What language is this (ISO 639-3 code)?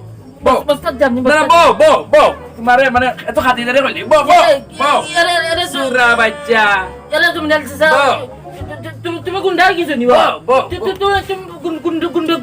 syl